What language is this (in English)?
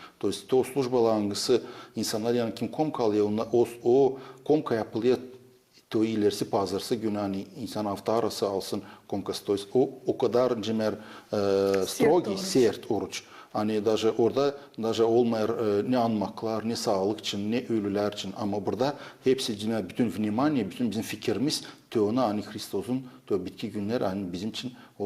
Gagauz